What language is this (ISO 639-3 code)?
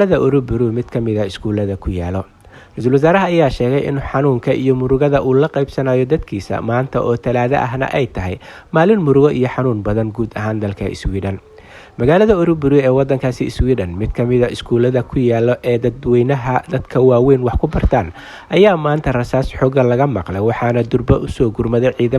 som